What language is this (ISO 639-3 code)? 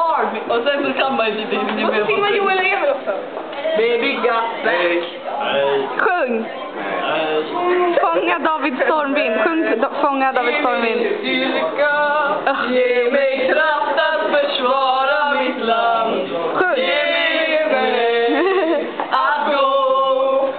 swe